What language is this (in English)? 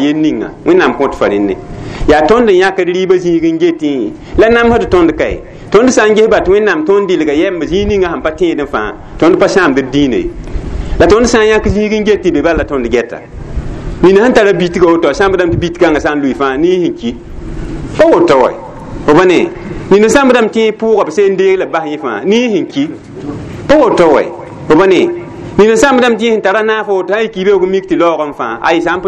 Mossi